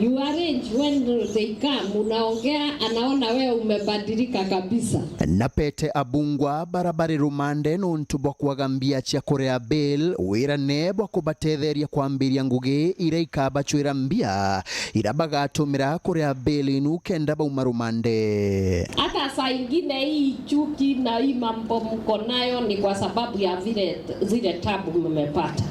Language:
Meru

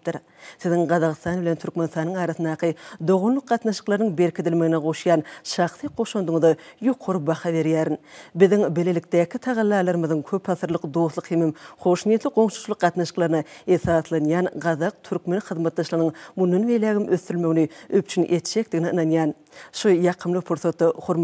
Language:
Turkmen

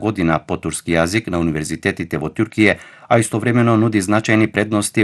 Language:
Macedonian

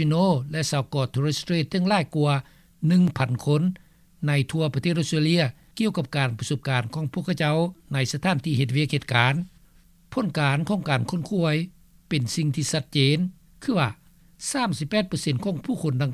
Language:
Lao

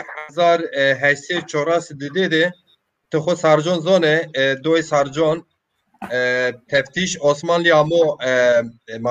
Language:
Zaza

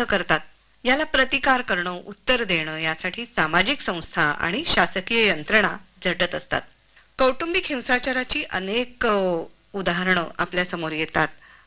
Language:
Marathi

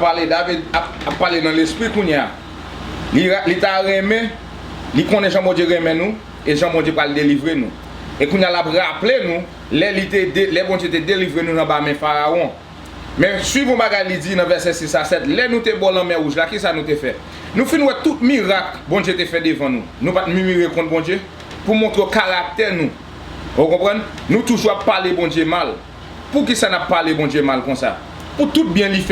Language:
Haitian Creole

